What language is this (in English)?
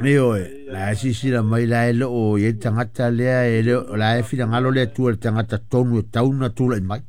Samoan